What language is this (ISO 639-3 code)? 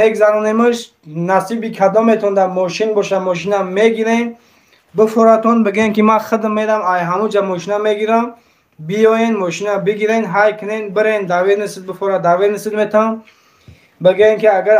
tgk